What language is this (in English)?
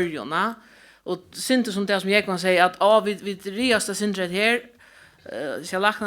Faroese